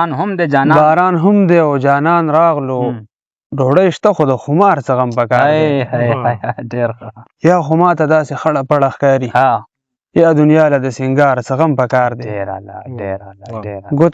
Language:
Pashto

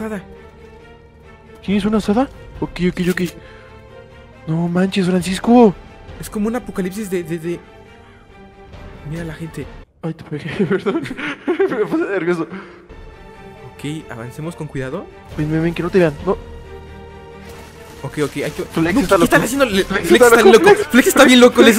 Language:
Spanish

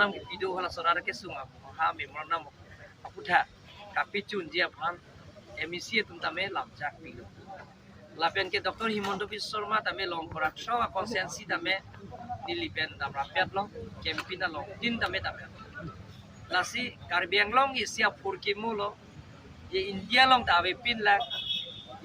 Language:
Karbi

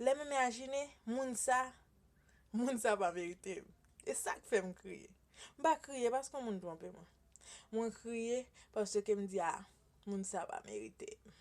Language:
Haitian Creole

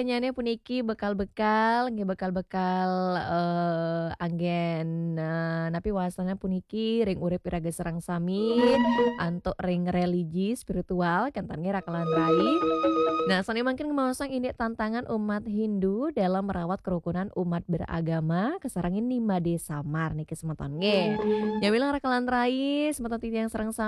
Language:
Balinese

